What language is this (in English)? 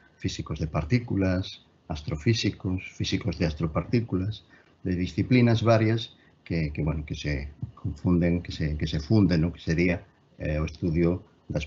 Galician